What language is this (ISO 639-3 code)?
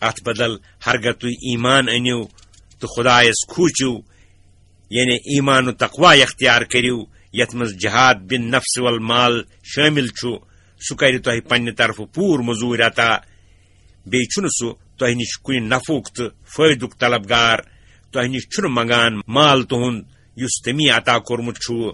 kas